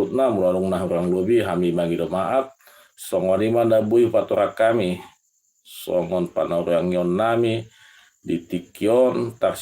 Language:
Batak Toba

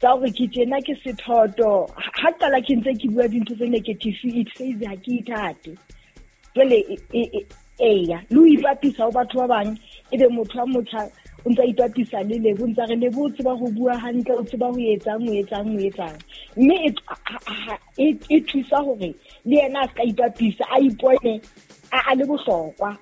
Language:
Southern Sotho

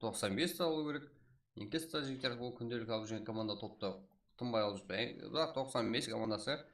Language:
Kara-Kalpak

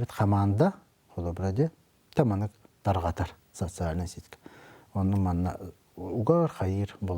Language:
Yakut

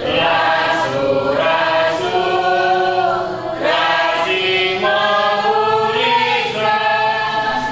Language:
Batak Karo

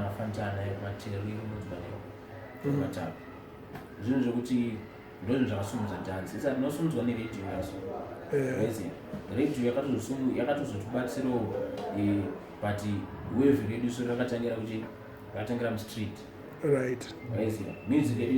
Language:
Shona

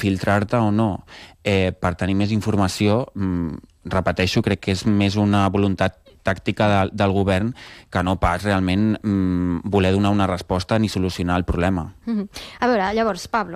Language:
Catalan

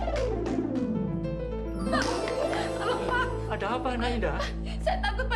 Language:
Indonesian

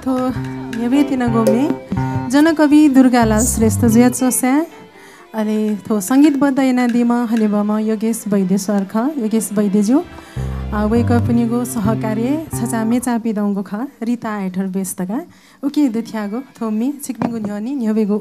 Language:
Newari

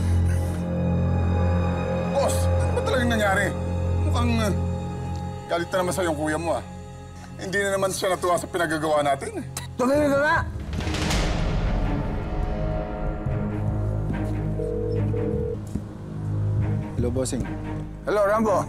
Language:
Filipino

